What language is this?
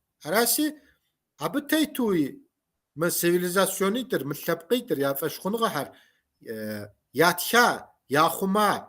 Kabardian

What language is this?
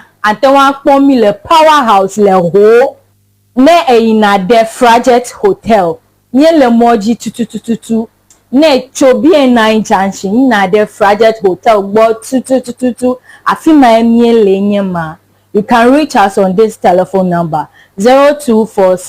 Ewe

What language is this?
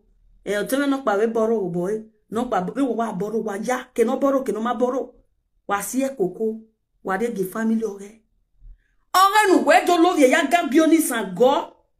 Nigerian Pidgin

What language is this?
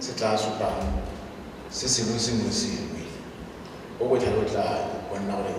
Tswana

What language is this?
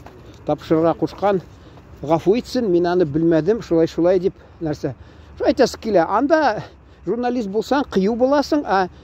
Tatar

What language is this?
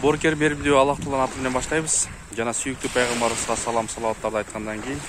Kyrgyz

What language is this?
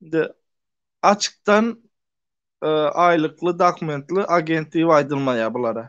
Turkmen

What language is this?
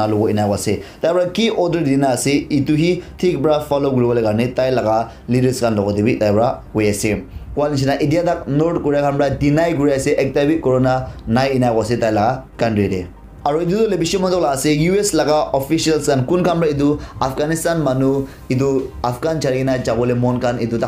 Naga Pidgin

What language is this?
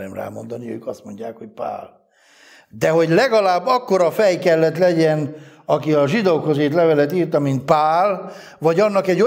Hungarian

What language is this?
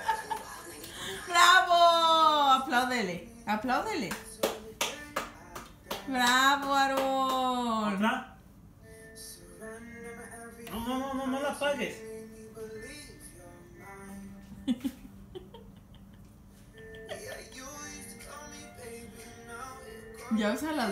Spanish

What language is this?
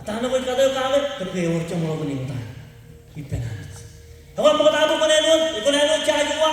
Marshallese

